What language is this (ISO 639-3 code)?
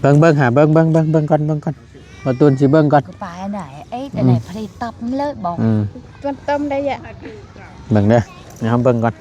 tts